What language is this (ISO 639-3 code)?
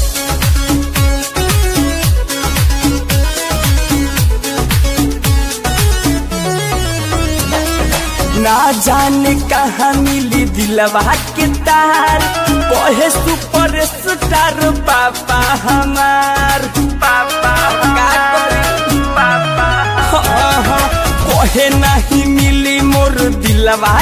bho